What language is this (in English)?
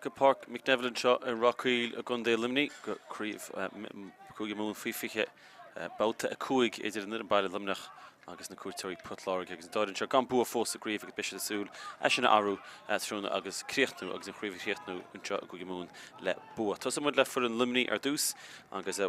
Irish